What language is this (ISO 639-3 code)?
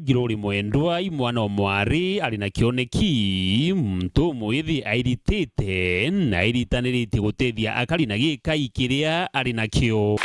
mer